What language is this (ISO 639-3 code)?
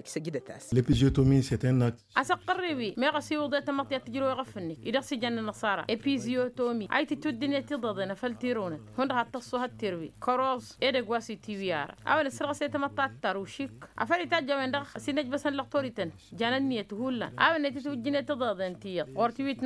taq